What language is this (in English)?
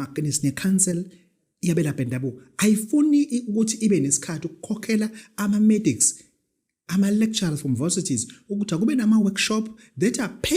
Zulu